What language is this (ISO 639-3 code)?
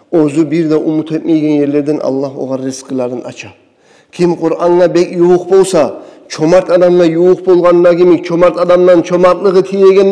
kum